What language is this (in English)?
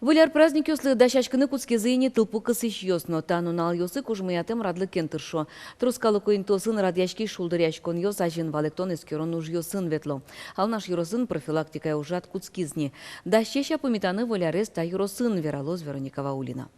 Udmurt